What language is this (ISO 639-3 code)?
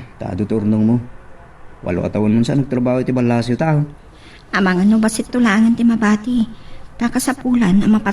ilo